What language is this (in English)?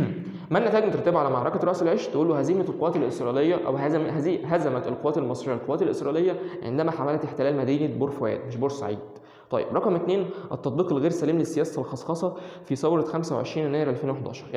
Egyptian Arabic